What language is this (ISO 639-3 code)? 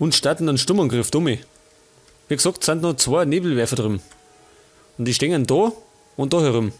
bar